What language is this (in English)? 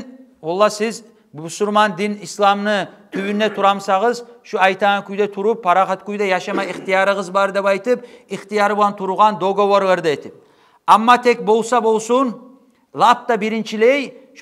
Kumyk